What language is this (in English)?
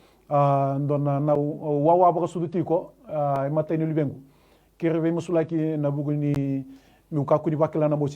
Fijian